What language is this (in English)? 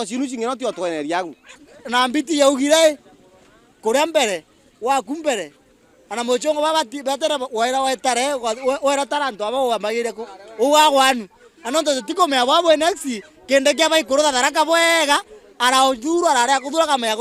Meru